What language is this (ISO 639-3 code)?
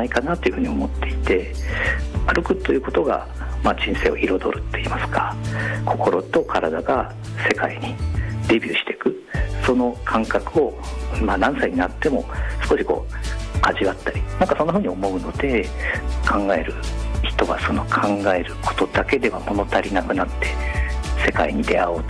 jpn